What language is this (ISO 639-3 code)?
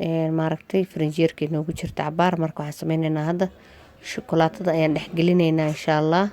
som